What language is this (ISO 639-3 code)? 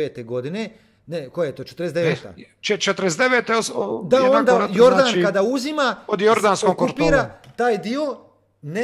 hrv